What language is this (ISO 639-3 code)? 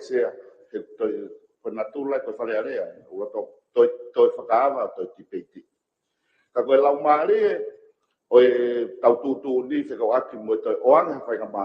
ton